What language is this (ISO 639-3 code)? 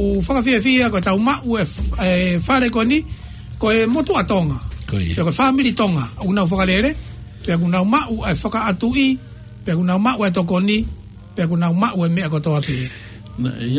ton